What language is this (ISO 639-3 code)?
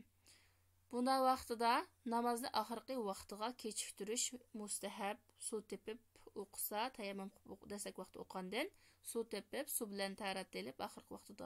uig